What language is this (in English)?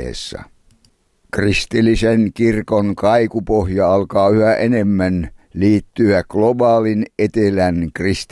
Finnish